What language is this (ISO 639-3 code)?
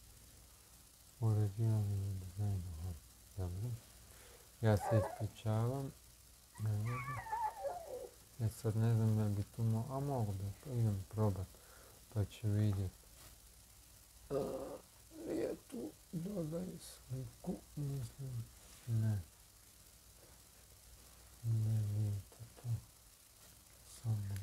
hrv